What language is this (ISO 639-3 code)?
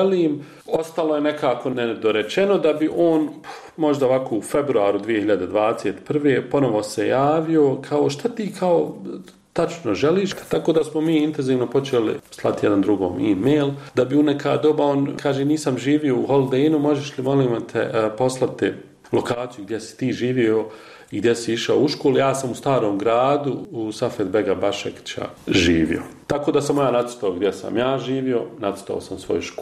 bos